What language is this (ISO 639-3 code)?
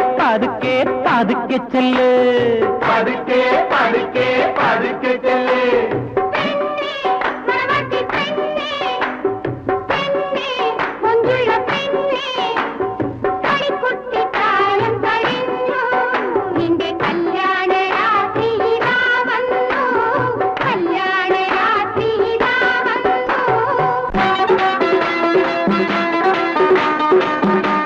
mal